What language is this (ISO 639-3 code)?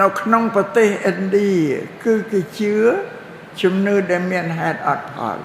khm